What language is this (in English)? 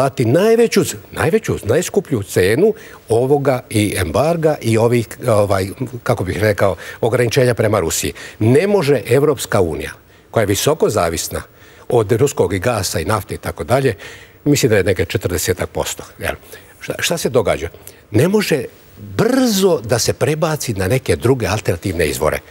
Serbian